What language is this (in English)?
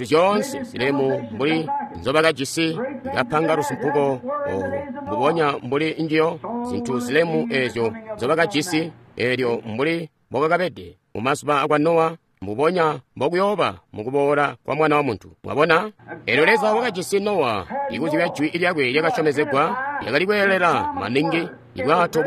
Tonga (Zambia)